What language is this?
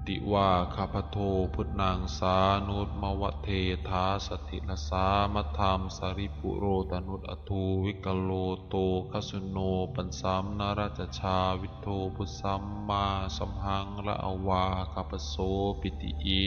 Pali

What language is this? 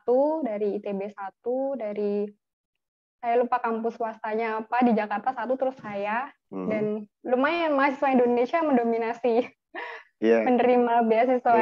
Indonesian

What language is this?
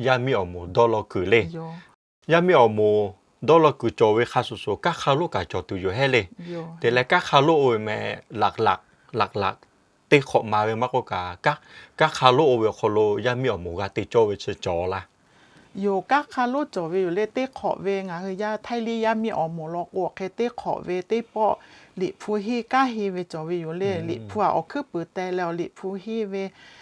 Lahu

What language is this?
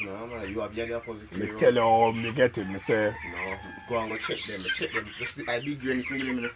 Jamaican Creole English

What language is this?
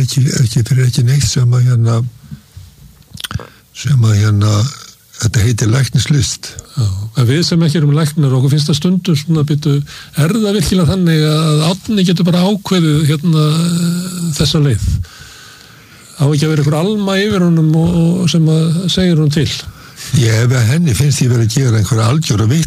Icelandic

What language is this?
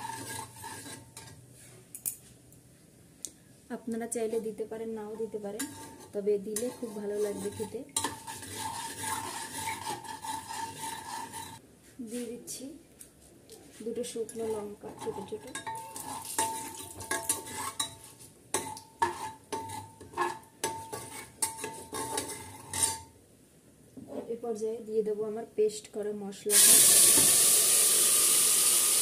Bangla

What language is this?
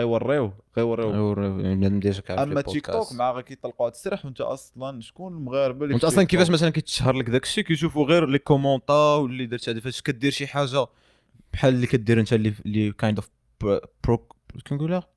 Moroccan Arabic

